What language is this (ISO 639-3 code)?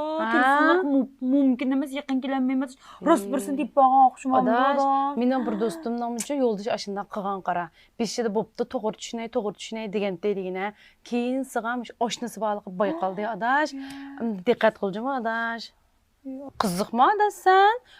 uig